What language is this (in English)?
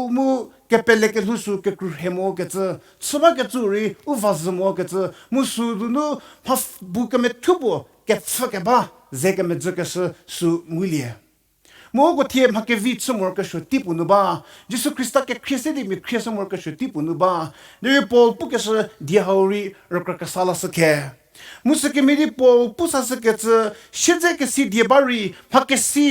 Angami Naga